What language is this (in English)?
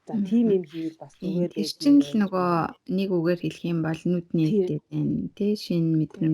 Mongolian